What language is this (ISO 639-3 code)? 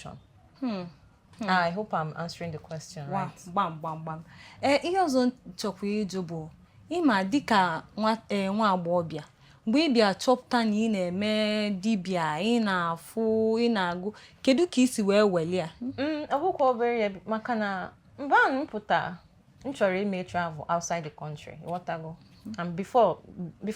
ibo